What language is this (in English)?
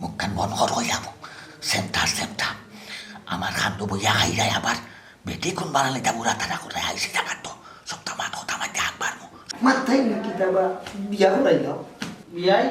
Sylheti